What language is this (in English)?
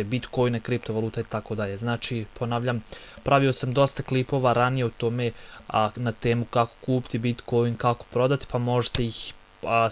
Bosnian